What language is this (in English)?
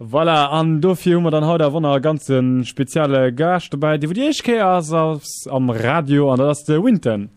Luxembourgish